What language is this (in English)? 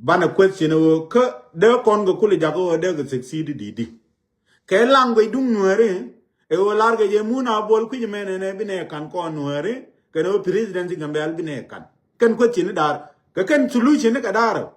Nuer